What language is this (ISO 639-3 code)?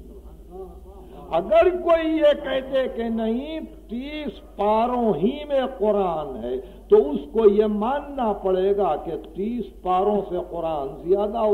urd